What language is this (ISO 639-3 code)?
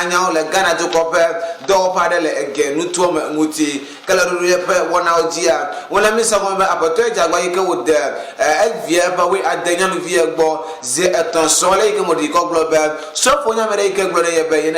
ewe